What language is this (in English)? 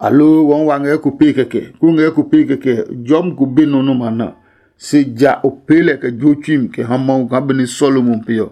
Adangme